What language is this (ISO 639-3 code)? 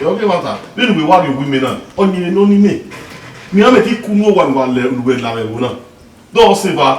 bin